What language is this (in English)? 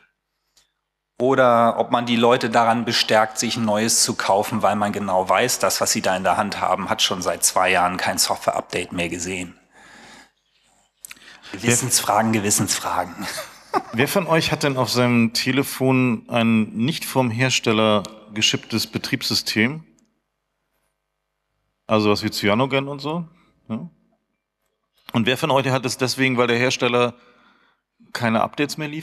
German